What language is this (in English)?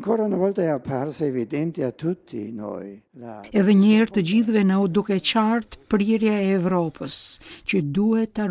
Albanian